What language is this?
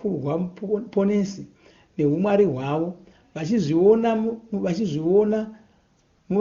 Shona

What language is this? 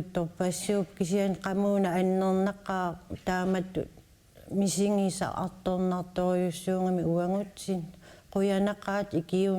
Kalaallisut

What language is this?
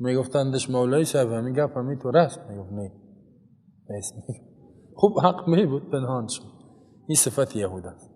Persian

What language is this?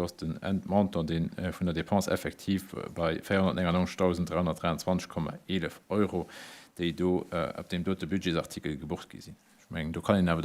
Luxembourgish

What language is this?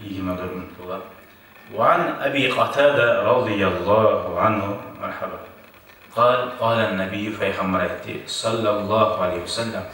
Kumyk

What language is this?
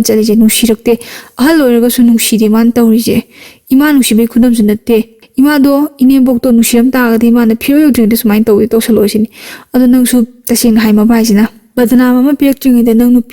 Manipuri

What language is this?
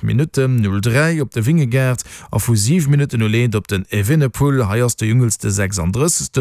Luxembourgish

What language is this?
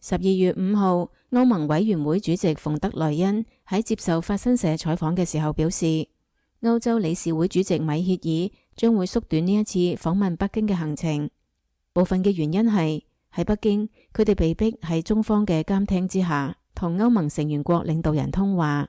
Cantonese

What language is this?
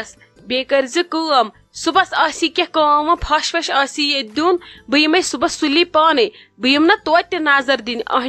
Kashmiri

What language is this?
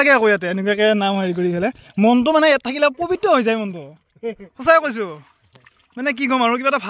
Assamese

